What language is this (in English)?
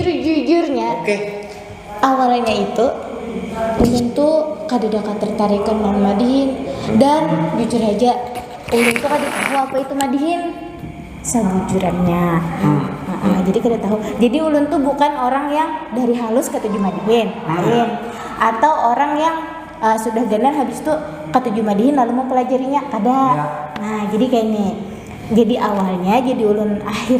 Banjar